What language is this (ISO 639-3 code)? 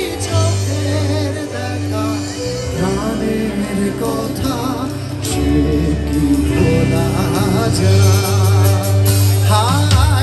ben